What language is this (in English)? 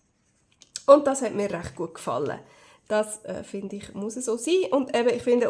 Swiss German